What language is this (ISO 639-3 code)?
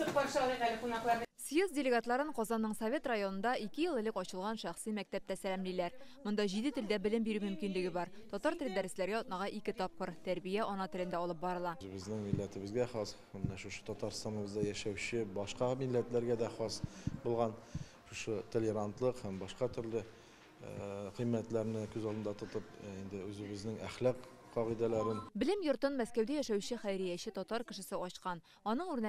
tat